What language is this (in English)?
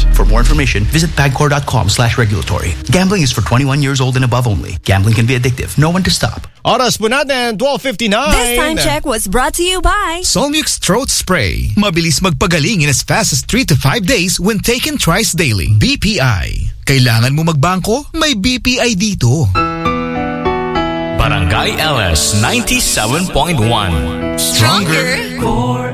Filipino